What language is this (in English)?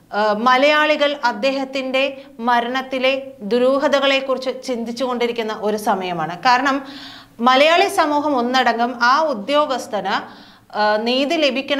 Malayalam